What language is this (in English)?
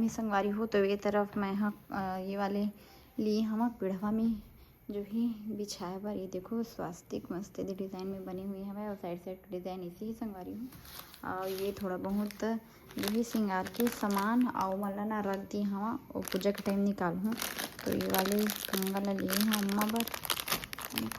Chhattisgarhi